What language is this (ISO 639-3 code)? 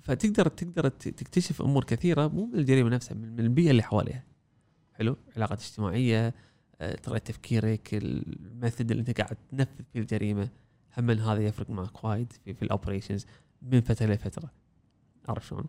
afb